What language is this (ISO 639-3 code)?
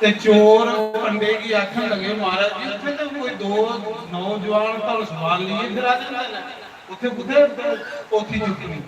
doi